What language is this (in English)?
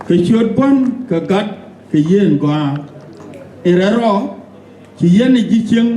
Nuer